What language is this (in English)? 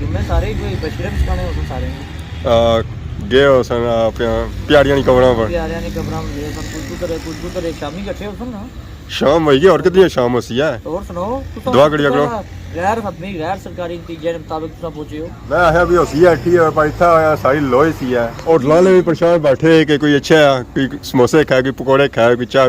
Pahari-Potwari